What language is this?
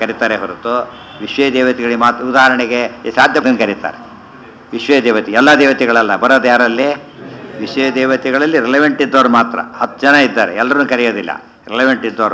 Kannada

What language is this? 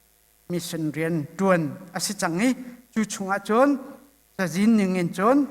Hakha Chin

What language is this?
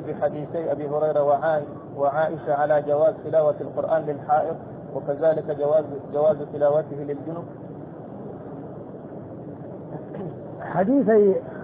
Arabic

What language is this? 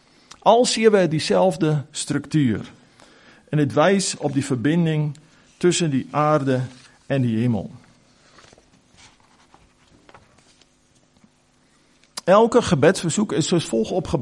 Afrikaans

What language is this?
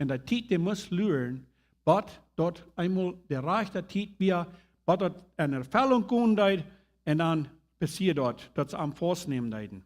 Plautdietsch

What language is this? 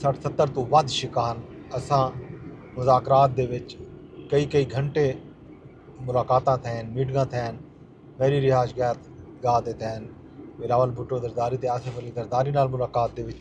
Saraiki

